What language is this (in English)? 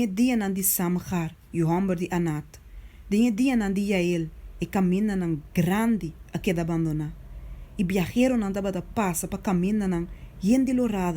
Papiamento